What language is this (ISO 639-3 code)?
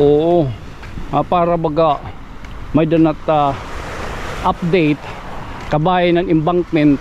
war